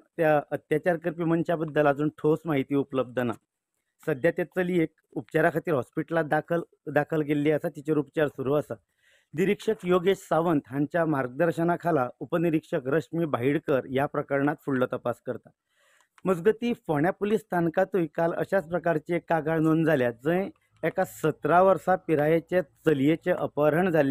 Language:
Konkani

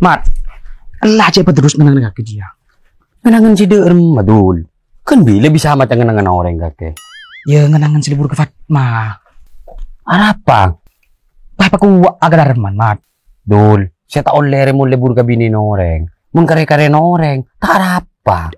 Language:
Madurese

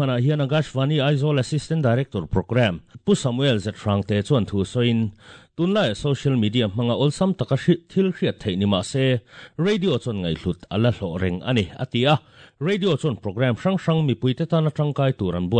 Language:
Mizo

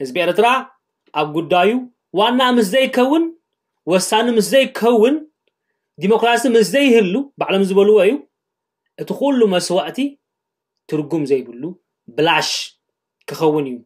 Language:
Tigrinya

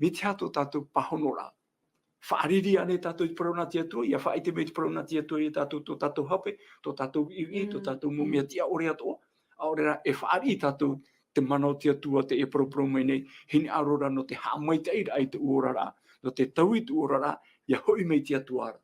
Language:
Tahitian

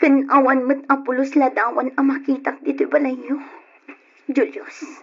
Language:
Iloko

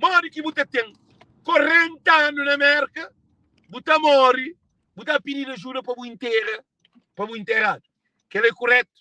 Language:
Kabuverdianu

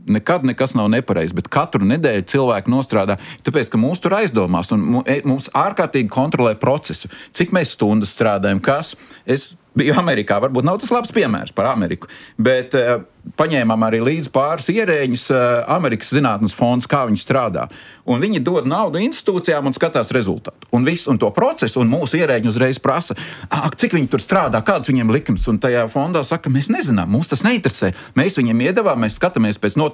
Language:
Latvian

